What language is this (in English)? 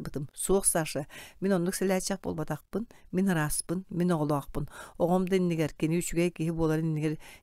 Yakut